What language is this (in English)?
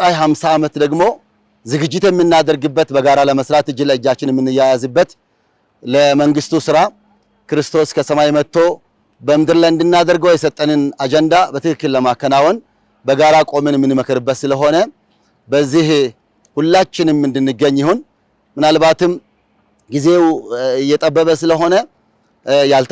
Amharic